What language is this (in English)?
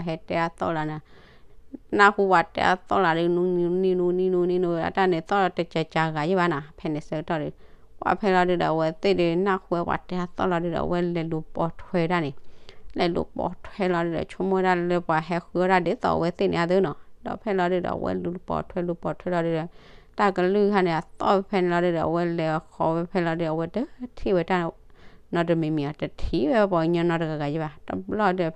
S'gaw Karen